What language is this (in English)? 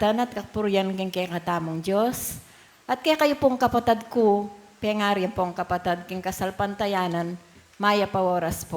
Pampanga